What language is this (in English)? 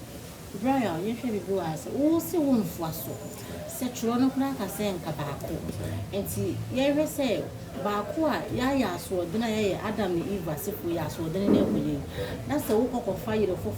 Akan